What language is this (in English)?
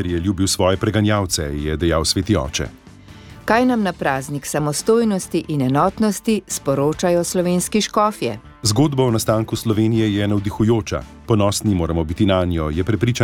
Slovenian